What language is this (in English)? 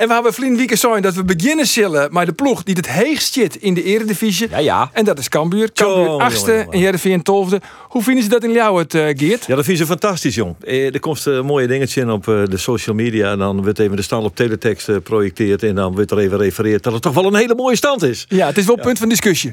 Western Frisian